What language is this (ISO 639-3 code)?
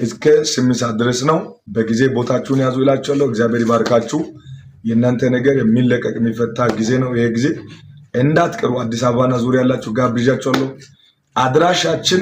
amh